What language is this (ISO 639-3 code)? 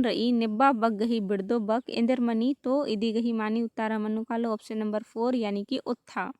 kru